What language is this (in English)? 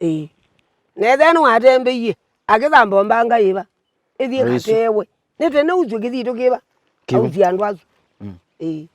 Kamba